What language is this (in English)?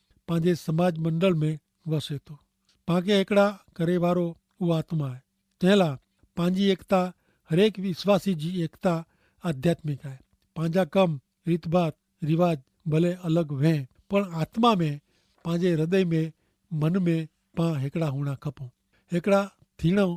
Kachhi